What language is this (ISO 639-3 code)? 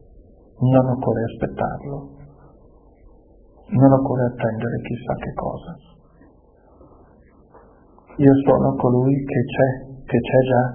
ita